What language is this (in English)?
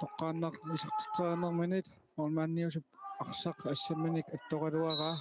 Kalaallisut